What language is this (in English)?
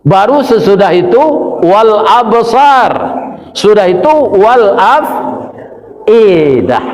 Minangkabau